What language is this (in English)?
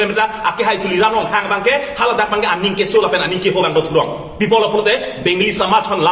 Karbi